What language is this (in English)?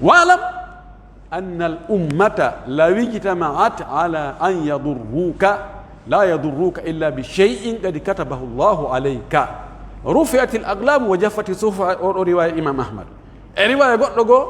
Pular